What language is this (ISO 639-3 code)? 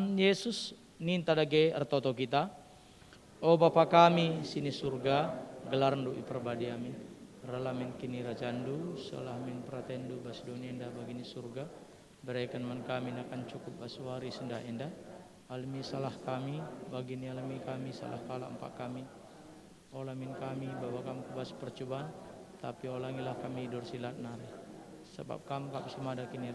btx